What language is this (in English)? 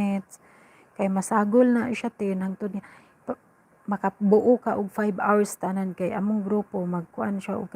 Cebuano